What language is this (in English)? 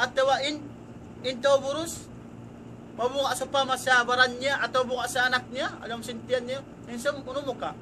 Tausug